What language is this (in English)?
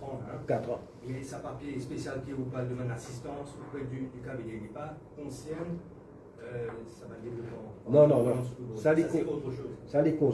Morisyen